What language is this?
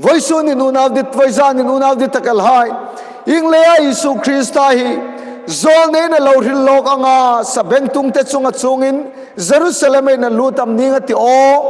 Hmar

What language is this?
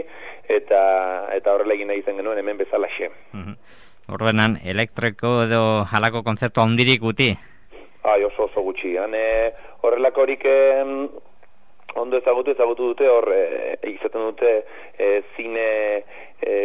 Basque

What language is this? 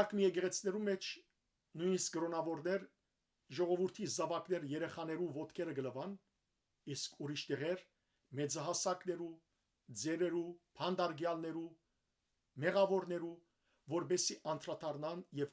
Western Armenian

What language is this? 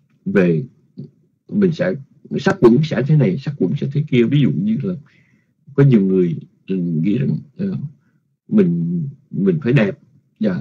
Vietnamese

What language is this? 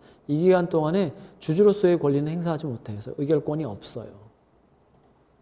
Korean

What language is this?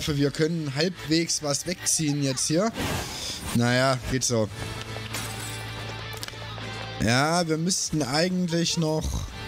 German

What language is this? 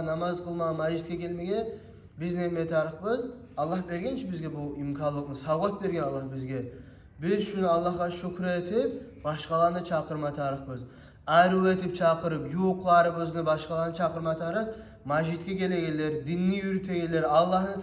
Kumyk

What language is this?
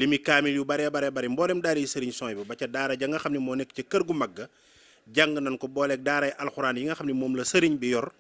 Wolof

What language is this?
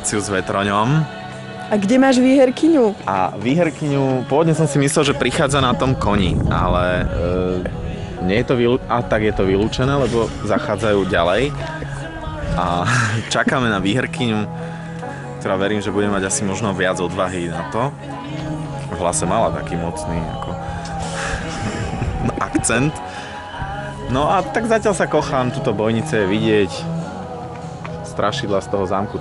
Slovak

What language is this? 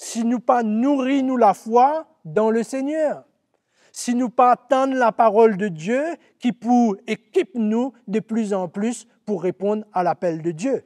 Morisyen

